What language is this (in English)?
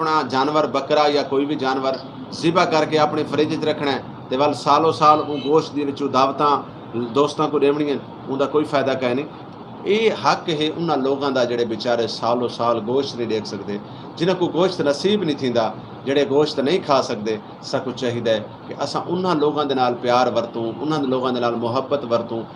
Saraiki